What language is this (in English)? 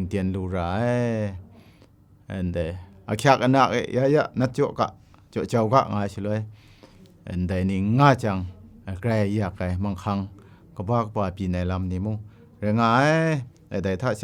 Kachin